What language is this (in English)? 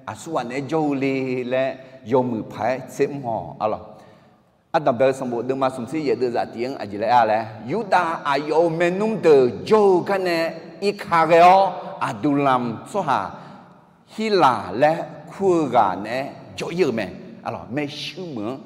Akha